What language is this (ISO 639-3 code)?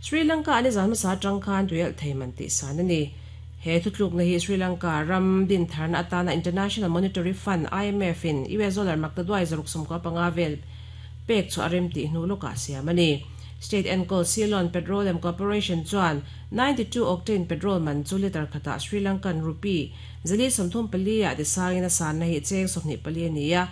lus